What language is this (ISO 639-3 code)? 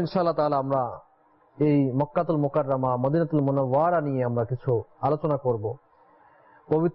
ben